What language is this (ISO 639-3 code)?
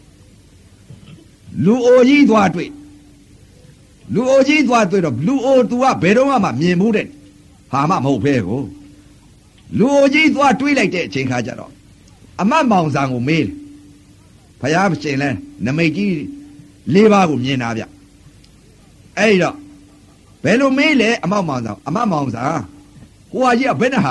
mya